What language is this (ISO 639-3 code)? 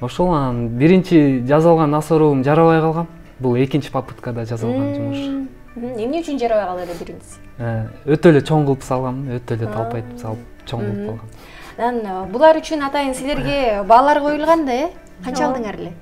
kir